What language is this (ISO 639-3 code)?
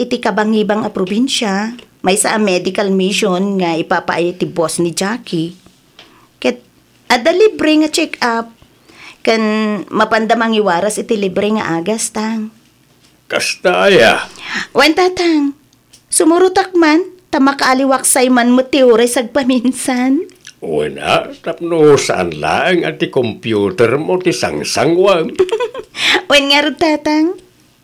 ilo